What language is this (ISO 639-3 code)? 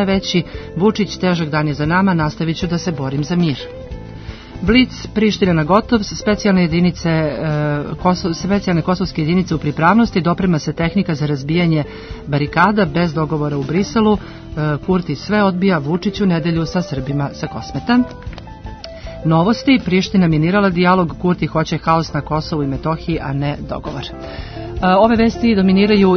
srp